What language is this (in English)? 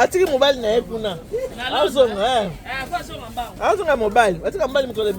Lingala